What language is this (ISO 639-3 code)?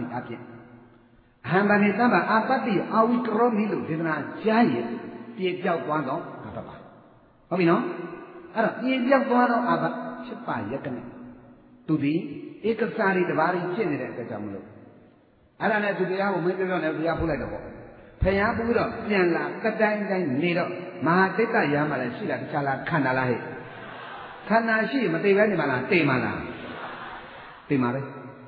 mya